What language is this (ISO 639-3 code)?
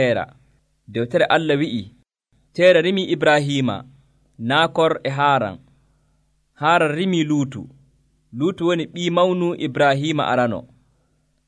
fuv